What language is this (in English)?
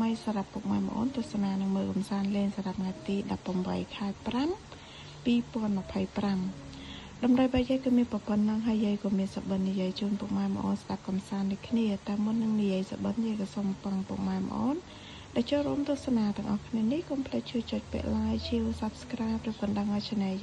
Khmer